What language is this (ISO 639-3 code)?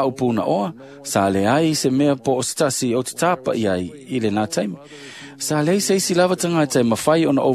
smo